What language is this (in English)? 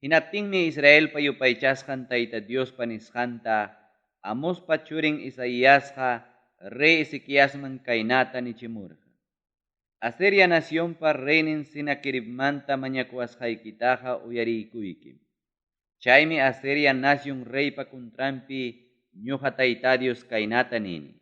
Ayacucho Quechua